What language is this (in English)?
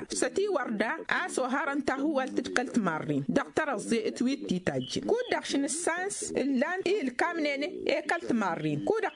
Tamasheq